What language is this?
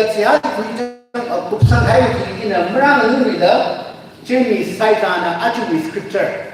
Tangkhul Naga (India)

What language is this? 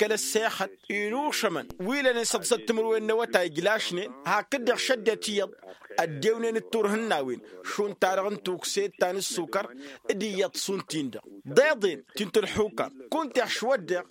Tamasheq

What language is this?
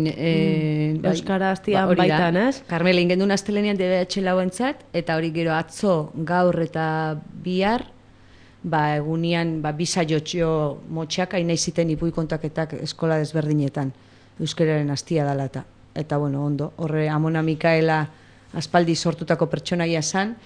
Basque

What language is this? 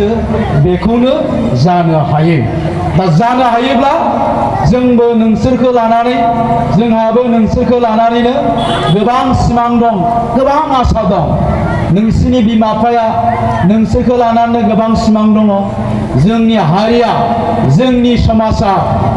Bodo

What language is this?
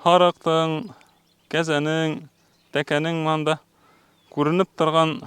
Bashkir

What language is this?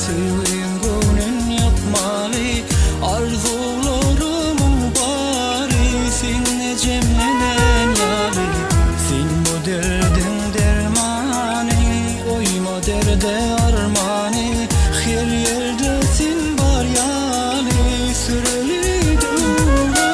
Turkmen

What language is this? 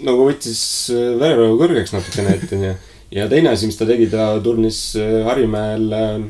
Estonian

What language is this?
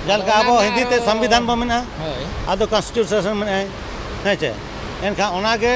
Santali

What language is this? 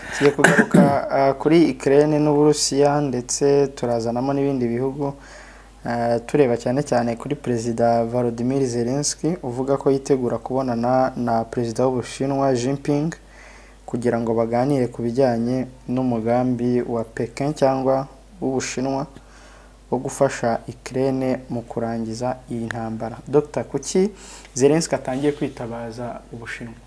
Kinyarwanda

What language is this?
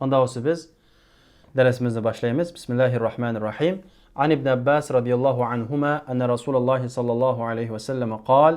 Uyghur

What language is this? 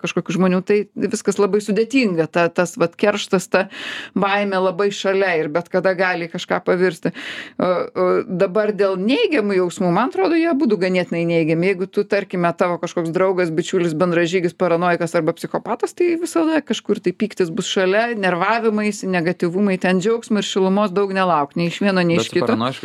Lithuanian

